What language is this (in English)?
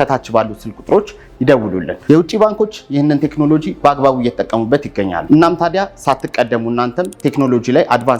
Amharic